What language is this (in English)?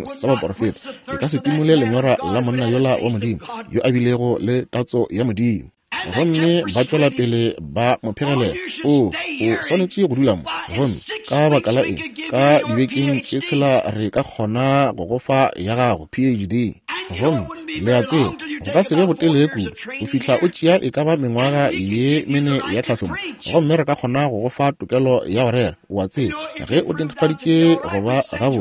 Northern Sotho